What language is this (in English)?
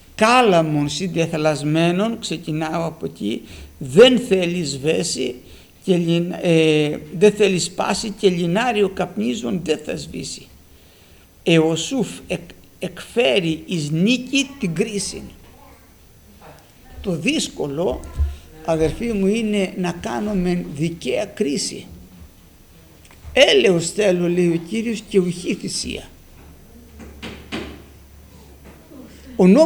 Greek